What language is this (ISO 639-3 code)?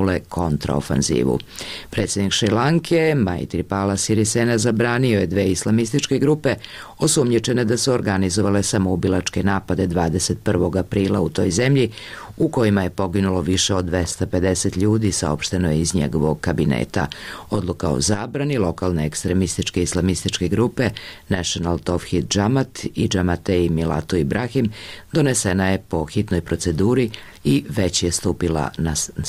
srp